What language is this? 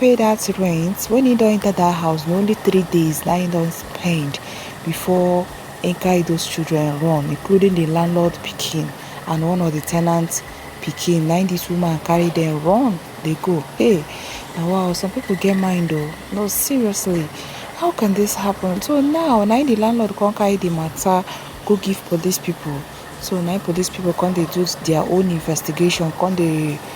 Nigerian Pidgin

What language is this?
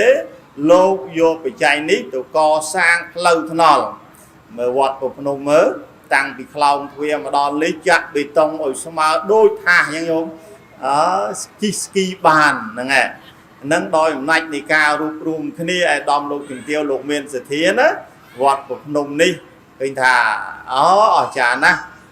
Khmer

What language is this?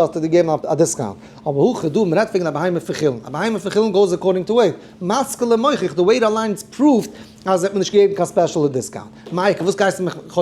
Yiddish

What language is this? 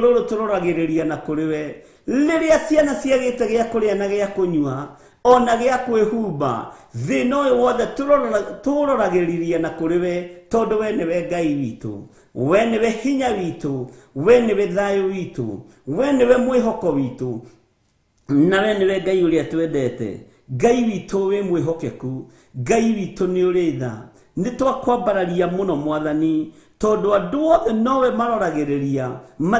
Kikuyu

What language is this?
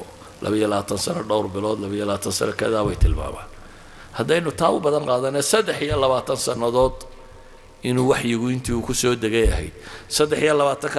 Somali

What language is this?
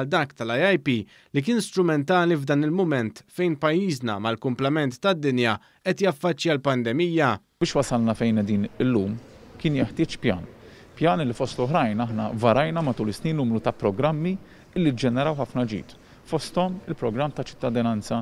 Maltese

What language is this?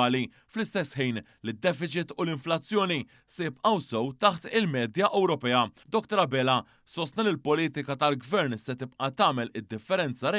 Maltese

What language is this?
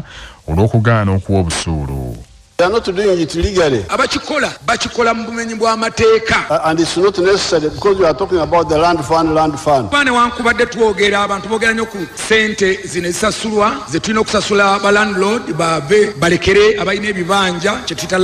Ganda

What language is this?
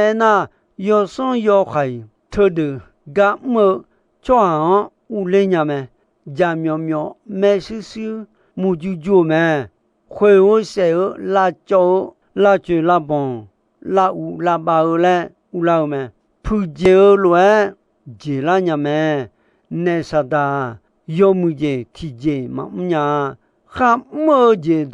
Akha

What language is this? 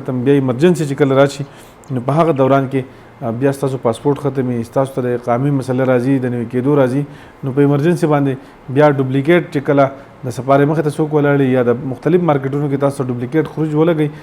Pashto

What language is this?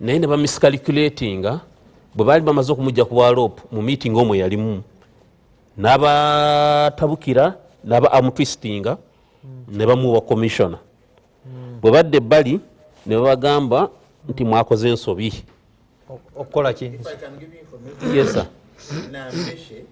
Ganda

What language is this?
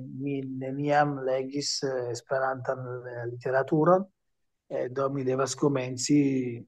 Esperanto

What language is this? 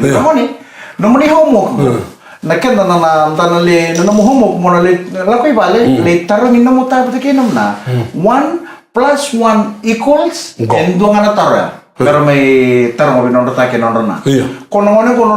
Fijian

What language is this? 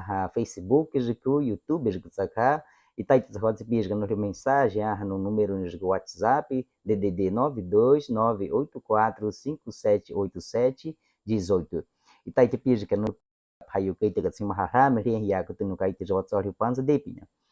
Baniwa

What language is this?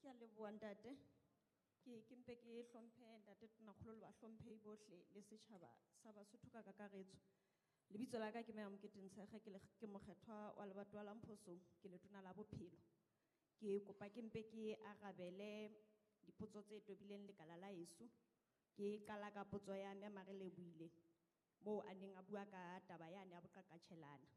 Southern Sotho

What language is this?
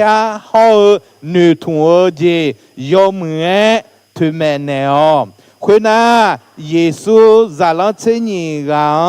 Akha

